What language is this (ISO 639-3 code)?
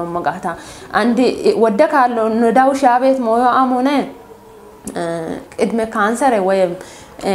kbr